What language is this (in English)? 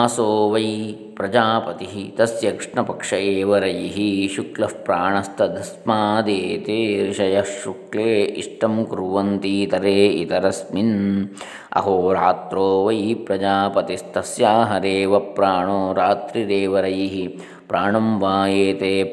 Sanskrit